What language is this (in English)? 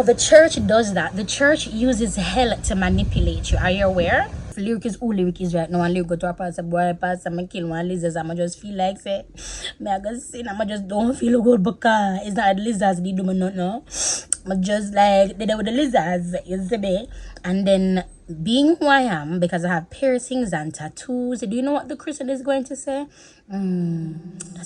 Jamaican Creole English